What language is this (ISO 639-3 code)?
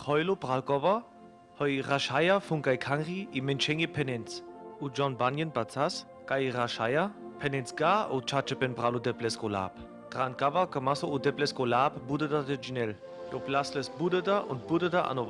rmo